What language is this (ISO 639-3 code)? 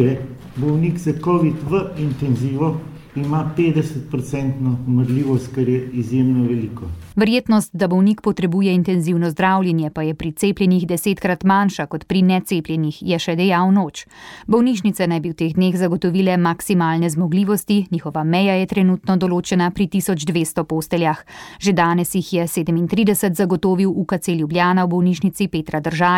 slv